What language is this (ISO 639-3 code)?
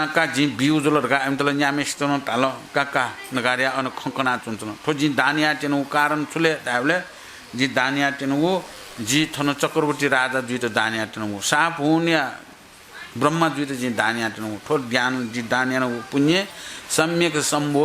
new